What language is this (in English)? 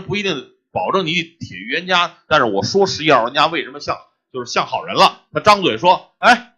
Chinese